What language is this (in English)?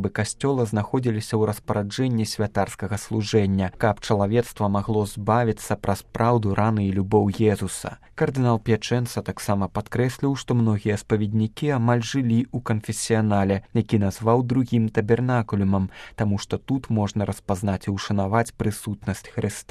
Belarusian